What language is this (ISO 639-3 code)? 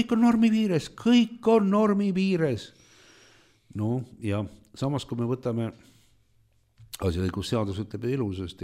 est